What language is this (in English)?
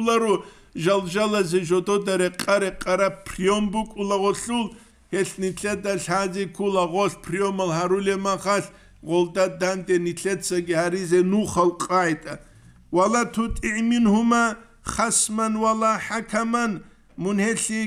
Avaric